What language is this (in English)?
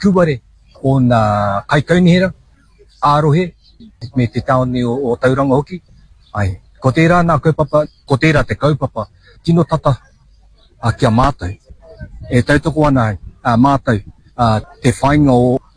Māori